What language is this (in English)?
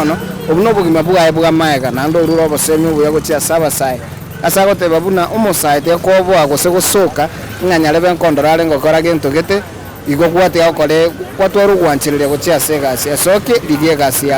Gusii